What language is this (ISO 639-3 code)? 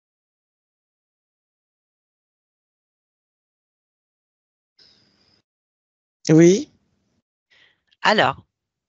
fra